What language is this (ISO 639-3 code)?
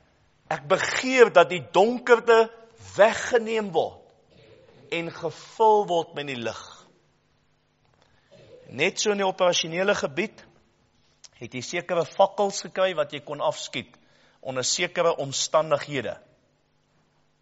afr